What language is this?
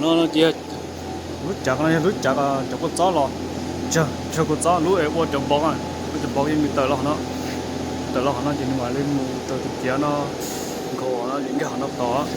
Hmong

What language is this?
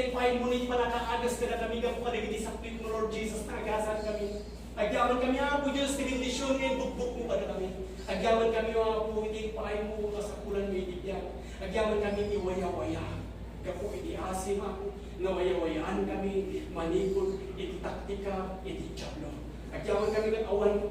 Iloko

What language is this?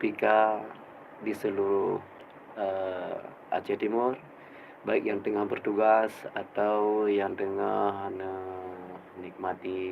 Achinese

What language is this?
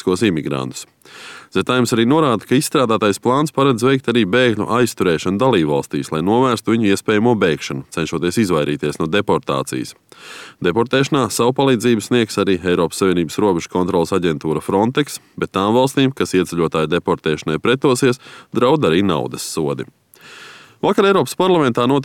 Latvian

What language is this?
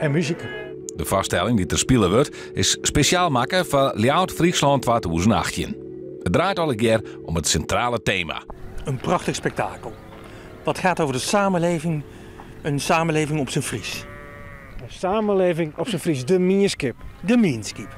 Western Frisian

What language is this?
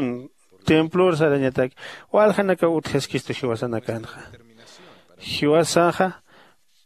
Aymara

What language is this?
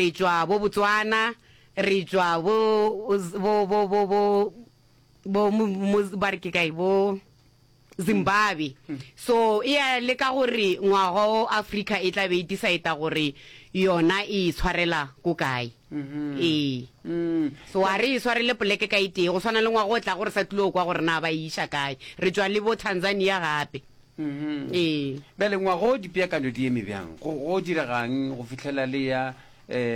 Northern Sotho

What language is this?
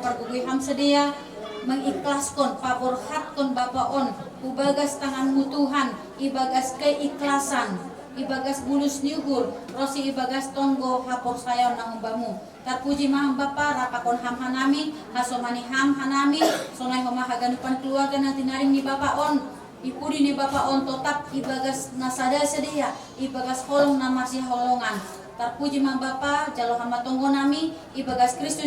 Batak Simalungun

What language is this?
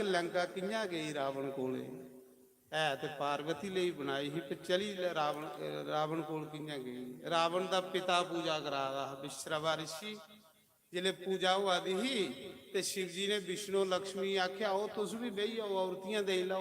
Dogri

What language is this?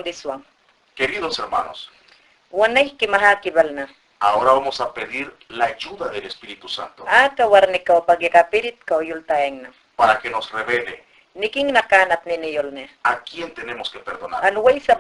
Mayangna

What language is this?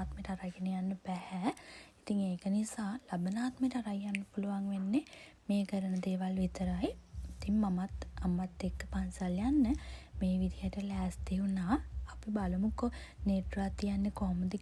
Sinhala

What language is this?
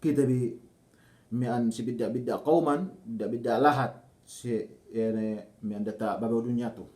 Yakan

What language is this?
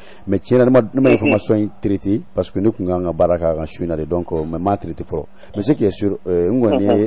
Bambara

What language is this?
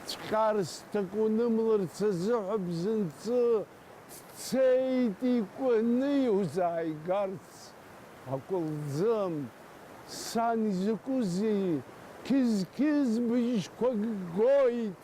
Abkhazian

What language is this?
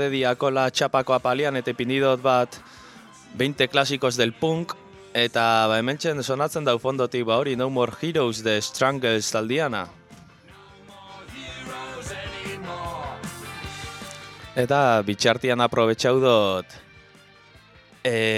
Basque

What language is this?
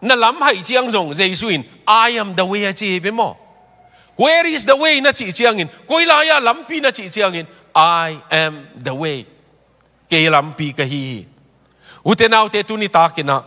Tedim Chin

